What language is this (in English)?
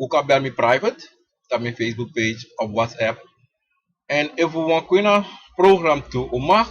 Sranan Tongo